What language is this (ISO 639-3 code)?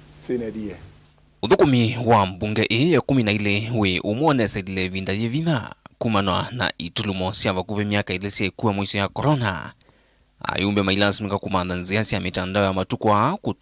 kam